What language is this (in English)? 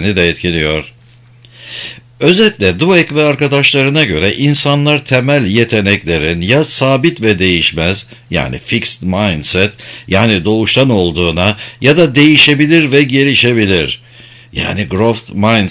Turkish